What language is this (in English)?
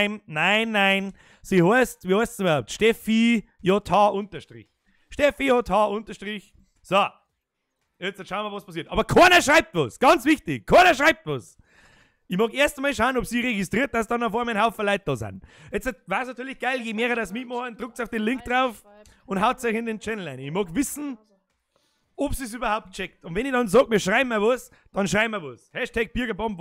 Bavarian